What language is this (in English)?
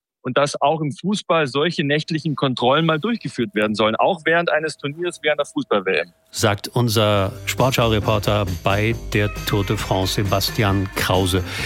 German